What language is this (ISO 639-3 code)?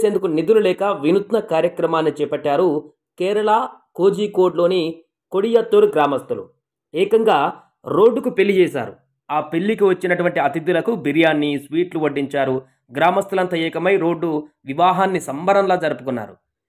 tel